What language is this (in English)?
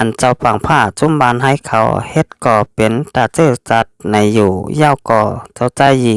Shan